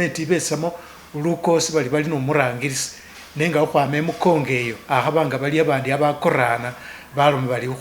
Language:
Masaaba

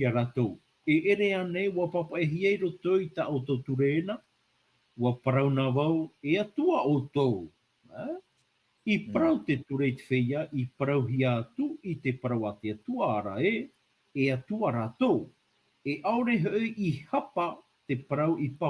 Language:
Tahitian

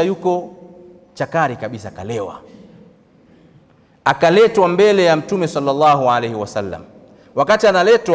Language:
Swahili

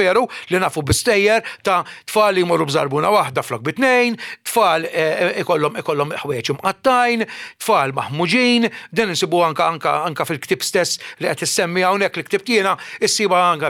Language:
Maltese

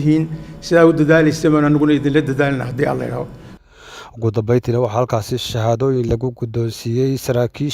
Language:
Somali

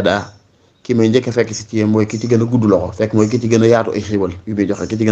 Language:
Wolof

